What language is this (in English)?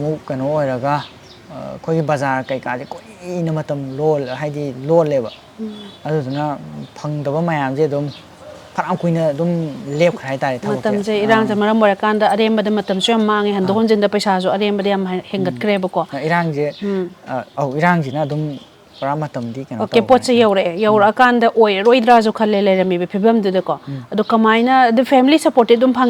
Manipuri